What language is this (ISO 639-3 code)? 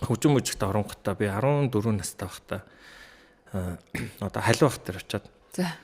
mon